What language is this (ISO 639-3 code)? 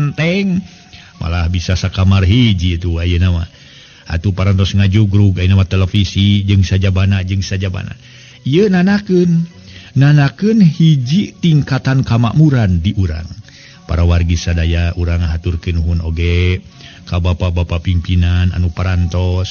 sun